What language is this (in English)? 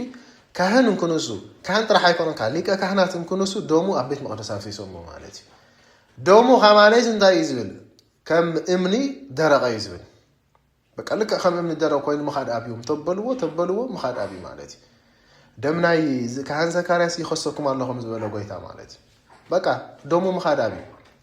Tigrinya